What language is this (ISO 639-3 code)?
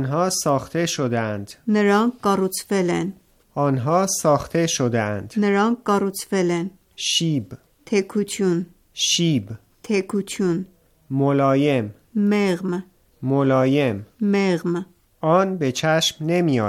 hye